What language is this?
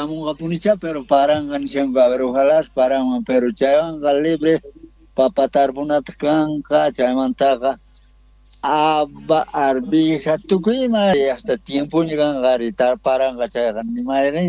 South Bolivian Quechua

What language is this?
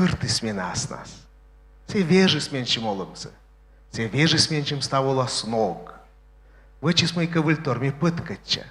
Komi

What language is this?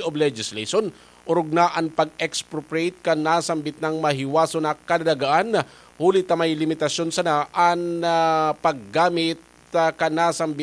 Bikol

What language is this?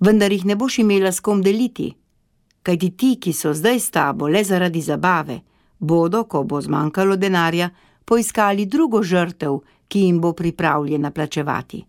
Slovenian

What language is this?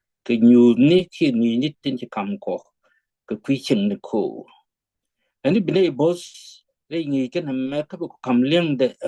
Nuer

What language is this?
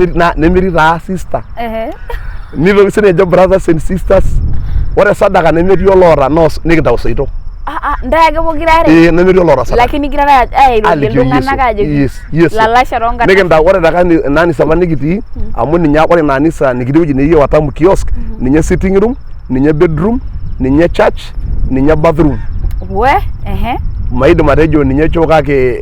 Masai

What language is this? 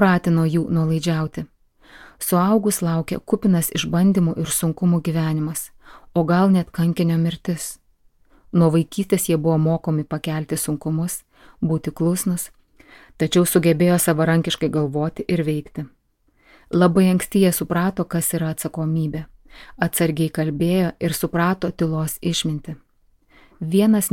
Lithuanian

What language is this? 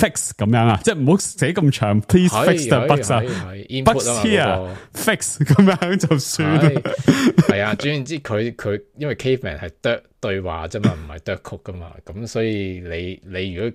Cantonese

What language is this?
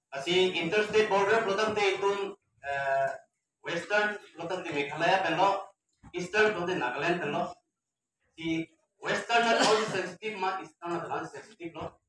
Karbi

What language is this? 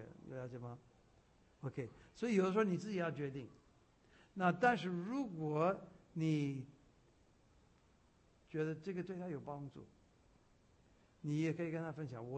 Chinese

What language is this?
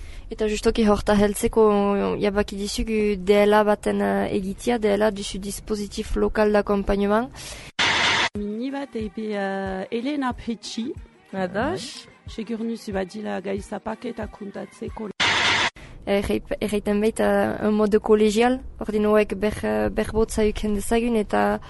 Basque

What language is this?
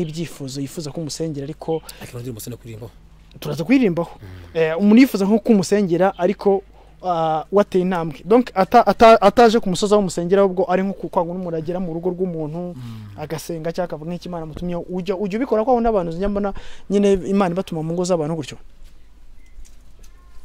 Kinyarwanda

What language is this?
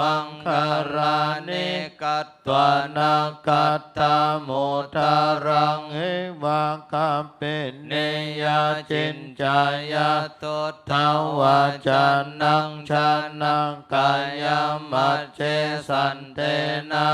Pali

